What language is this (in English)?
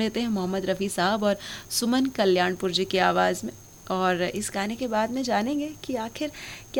Hindi